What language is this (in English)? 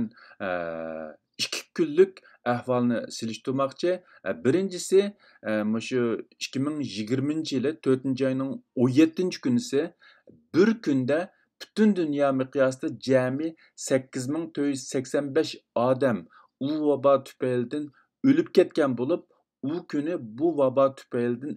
Uyghur